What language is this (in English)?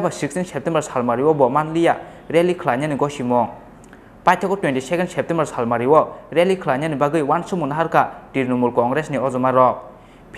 Kok Borok